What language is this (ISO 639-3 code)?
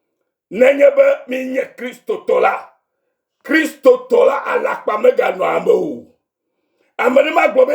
ewe